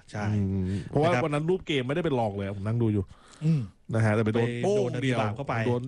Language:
Thai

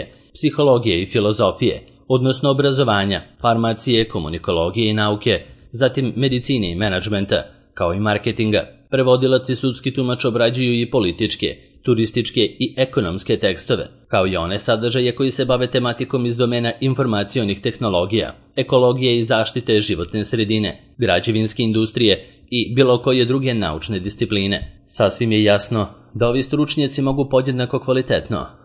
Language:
Serbian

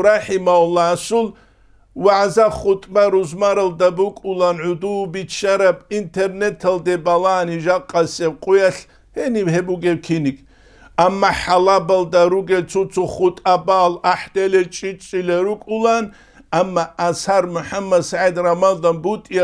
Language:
Avaric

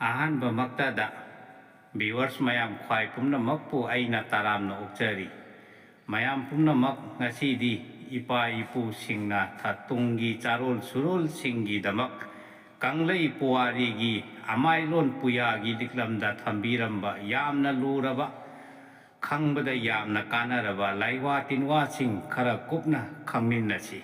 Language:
Manipuri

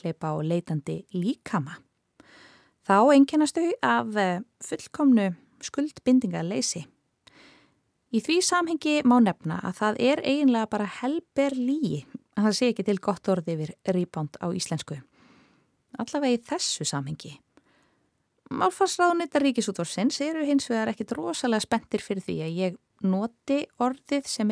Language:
Icelandic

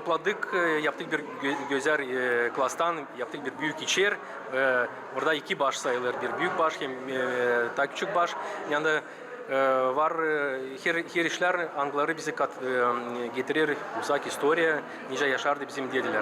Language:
Gagauz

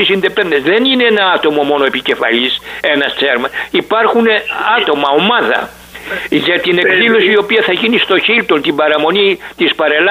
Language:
Greek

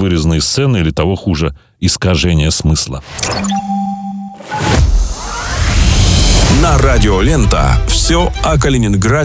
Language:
Russian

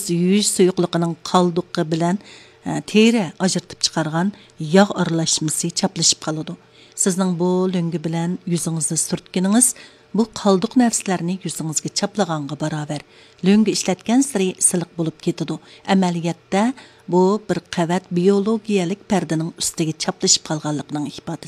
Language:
Uyghur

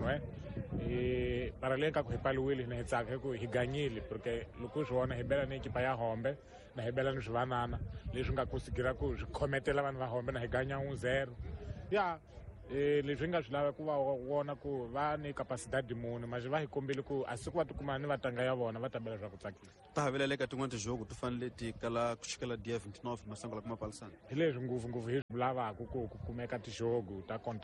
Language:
Tsonga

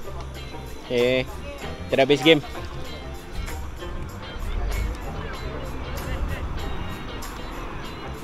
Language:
Malay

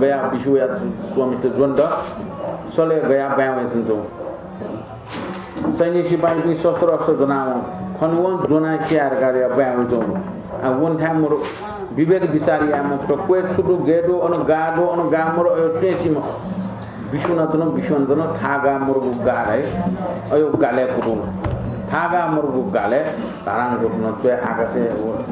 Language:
Newari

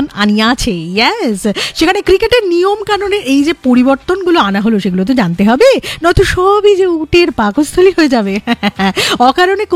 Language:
Bangla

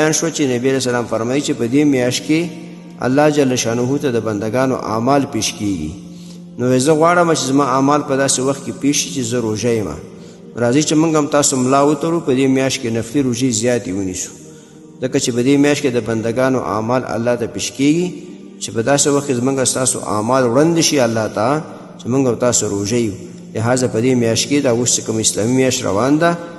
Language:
Pashto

